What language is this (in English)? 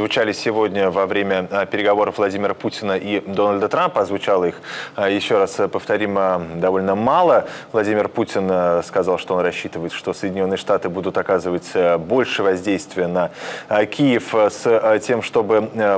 Russian